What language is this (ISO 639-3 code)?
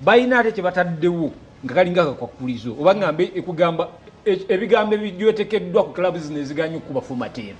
lug